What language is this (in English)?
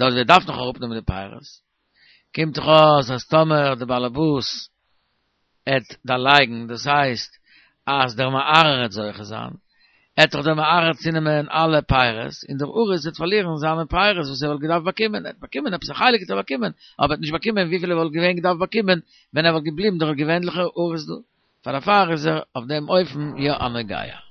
Yiddish